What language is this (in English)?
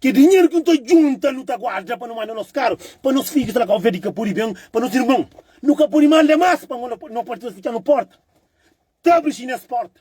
Kabuverdianu